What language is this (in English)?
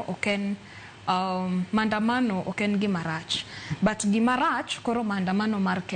Luo (Kenya and Tanzania)